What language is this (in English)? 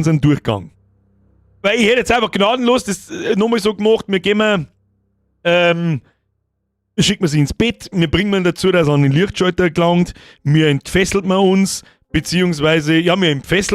Bavarian